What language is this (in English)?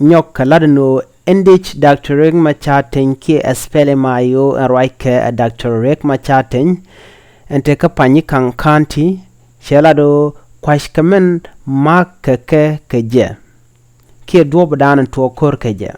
Nuer